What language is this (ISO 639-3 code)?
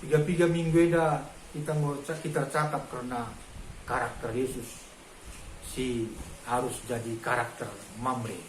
btx